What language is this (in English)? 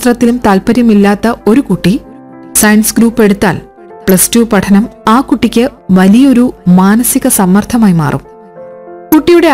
Malayalam